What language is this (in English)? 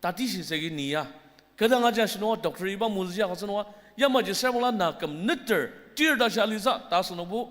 Ao Naga